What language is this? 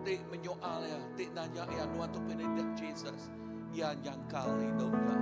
Iban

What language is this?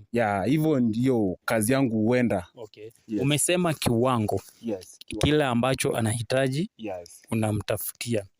Swahili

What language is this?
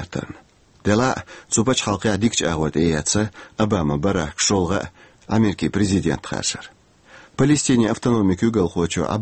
Chechen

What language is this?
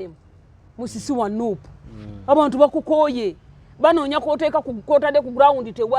Ganda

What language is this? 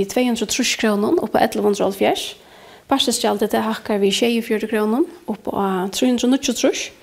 Faroese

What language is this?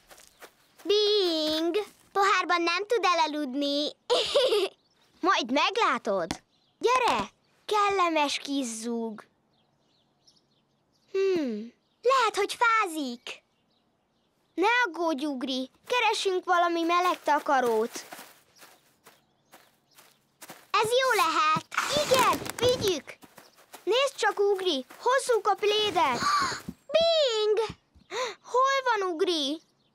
Hungarian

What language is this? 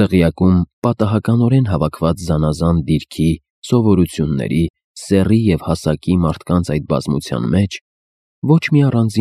Armenian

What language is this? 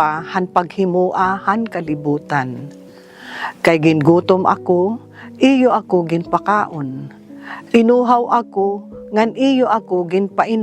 Waray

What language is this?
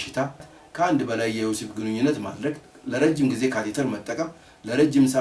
Amharic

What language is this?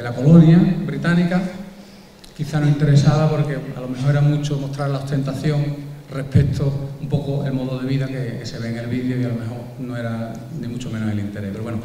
Spanish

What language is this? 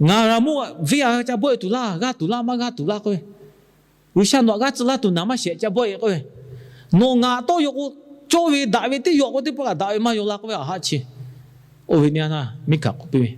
Lahu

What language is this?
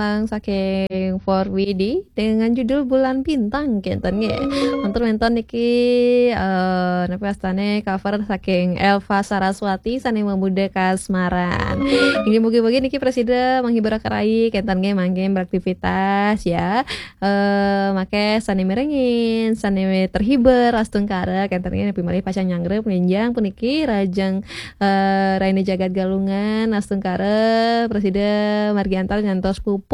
Balinese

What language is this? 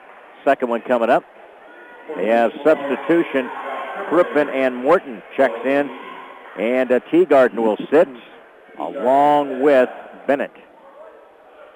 English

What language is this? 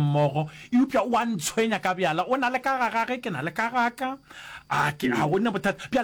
Northern Sotho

